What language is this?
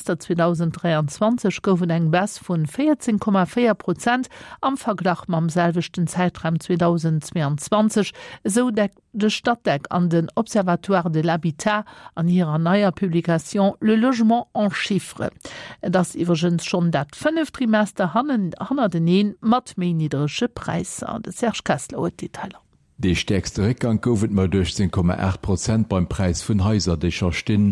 Luxembourgish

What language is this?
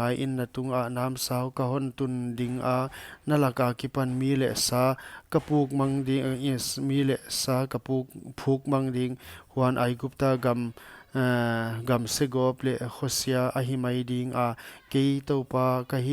Paite Chin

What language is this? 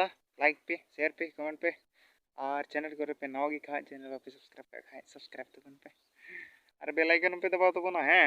Santali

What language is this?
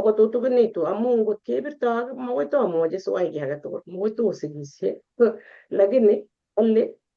Kalenjin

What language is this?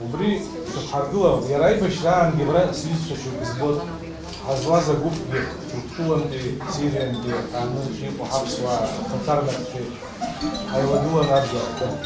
Abkhazian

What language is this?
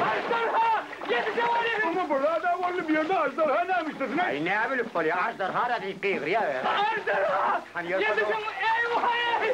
Turkmen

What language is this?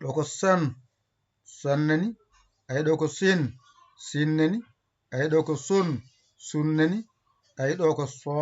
Fula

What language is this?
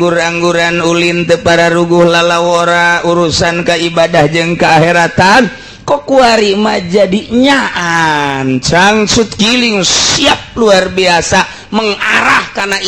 Sundanese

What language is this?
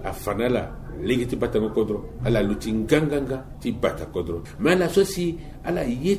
Sango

